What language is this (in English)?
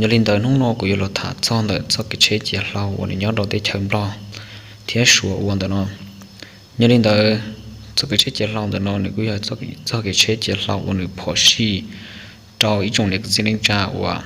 Hmong